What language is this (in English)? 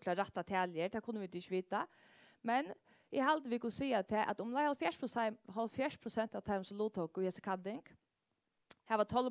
Faroese